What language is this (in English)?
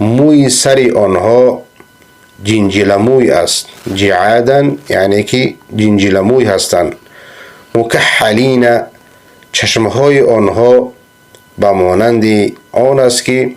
Persian